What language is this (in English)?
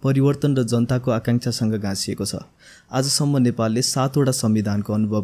Nepali